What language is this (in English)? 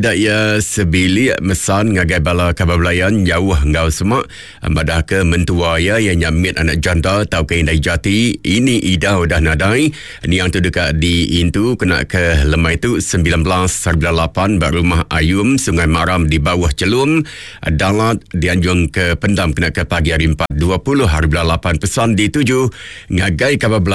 Iban